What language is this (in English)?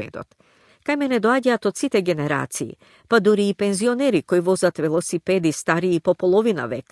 Macedonian